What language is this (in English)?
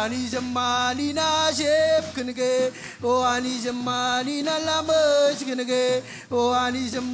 Marshallese